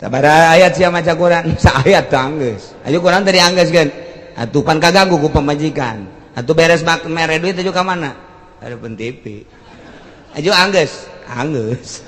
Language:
Sundanese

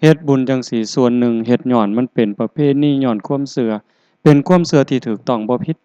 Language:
Northeastern Thai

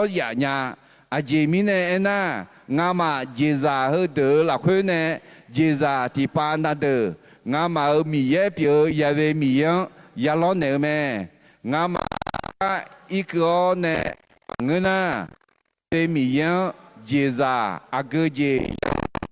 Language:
Akha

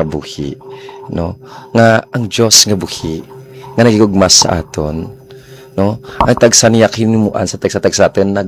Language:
Hiligaynon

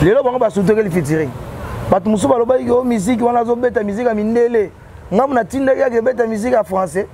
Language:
Lingala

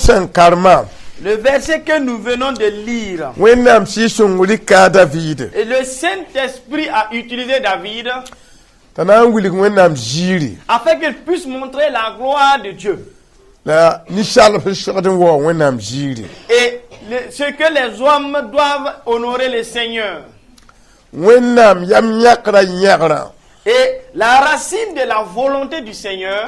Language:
Mossi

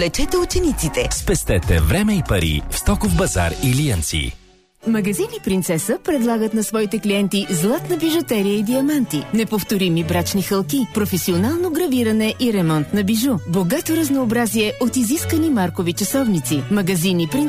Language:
Bulgarian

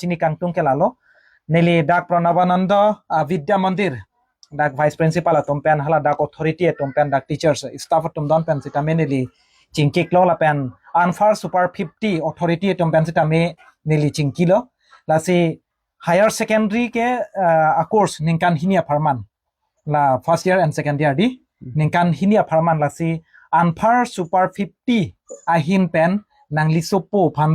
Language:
Karbi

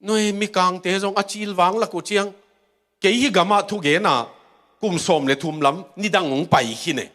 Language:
Tedim Chin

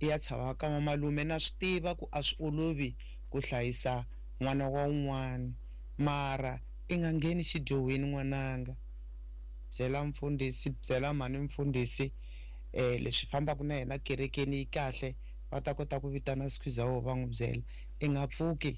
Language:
Tsonga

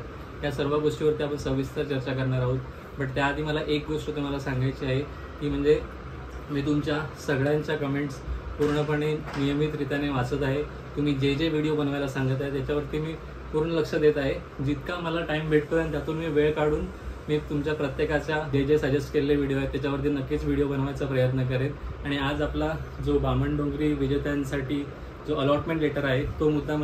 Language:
Marathi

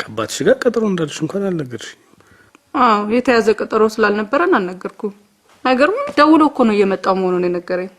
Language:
Amharic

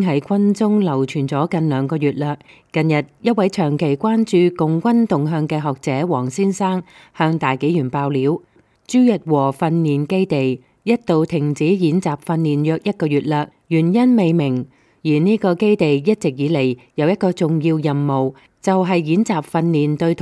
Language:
Cantonese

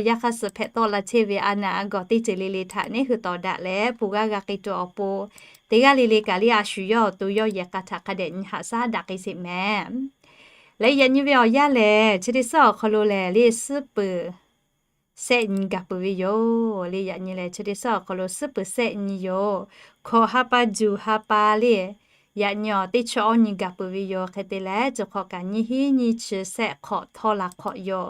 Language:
Lahu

